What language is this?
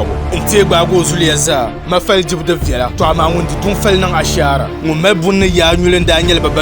Dagbani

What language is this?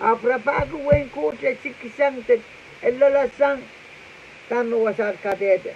Pohnpeian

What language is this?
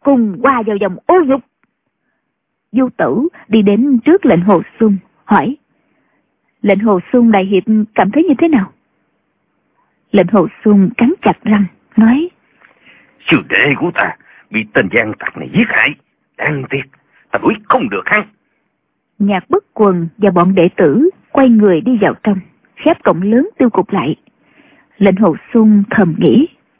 Vietnamese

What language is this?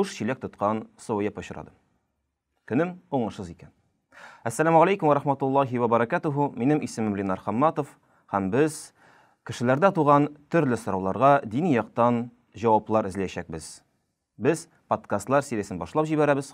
Tatar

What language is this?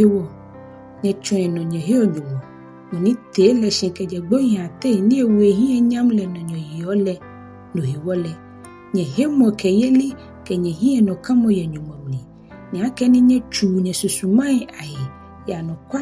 Ga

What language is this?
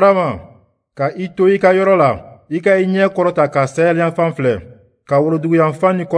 Bambara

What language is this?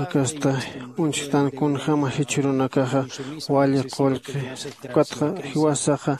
Aymara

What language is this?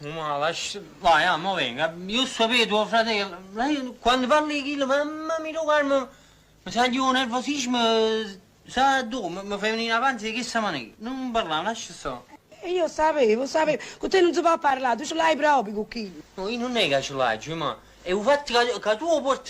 Neapolitan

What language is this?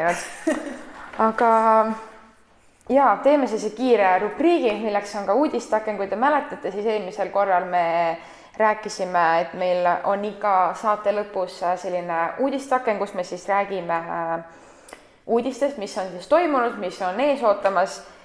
Estonian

